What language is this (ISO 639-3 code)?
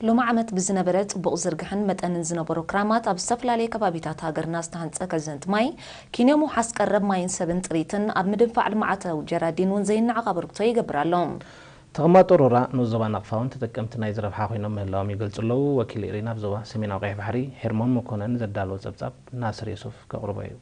tir